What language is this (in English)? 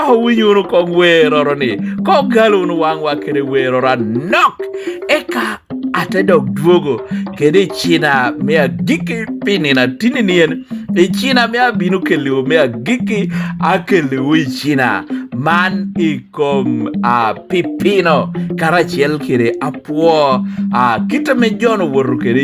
Lango (Uganda)